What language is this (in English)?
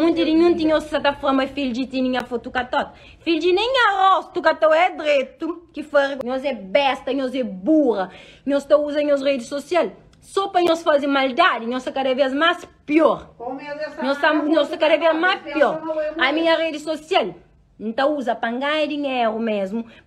Kabuverdianu